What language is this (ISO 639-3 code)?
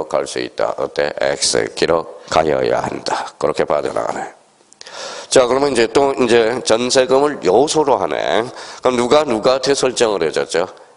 kor